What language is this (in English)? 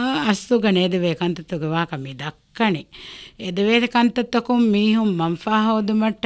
Divehi